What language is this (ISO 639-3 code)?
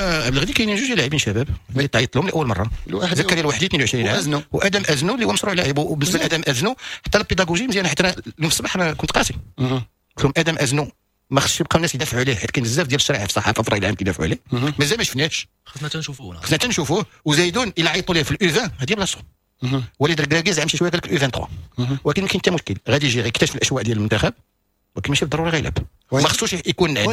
ary